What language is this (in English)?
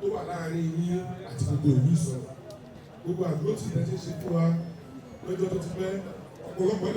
Yoruba